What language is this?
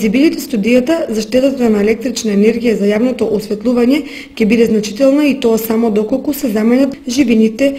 Macedonian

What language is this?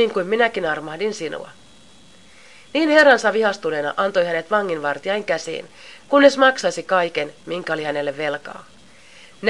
Finnish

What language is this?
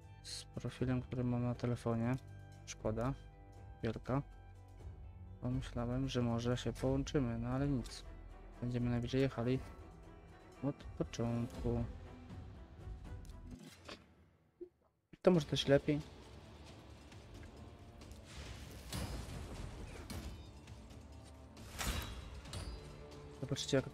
Polish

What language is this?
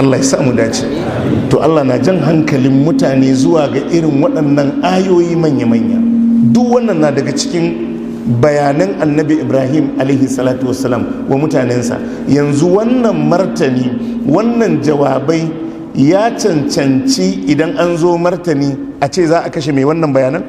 Hausa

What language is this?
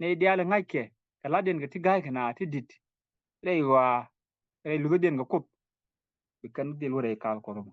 Nuer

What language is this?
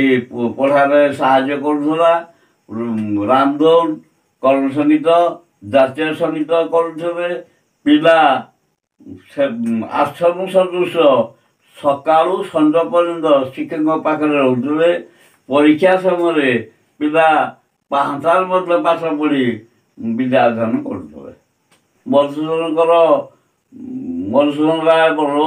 Odia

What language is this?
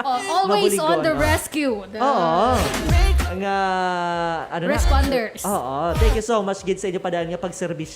Hiligaynon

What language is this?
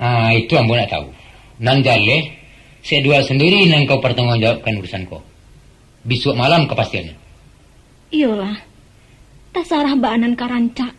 Minangkabau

